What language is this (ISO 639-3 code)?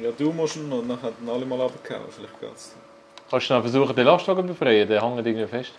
gsw